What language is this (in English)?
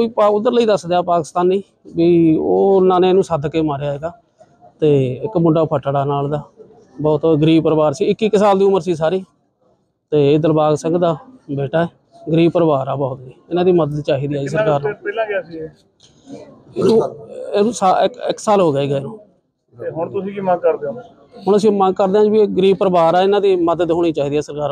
Punjabi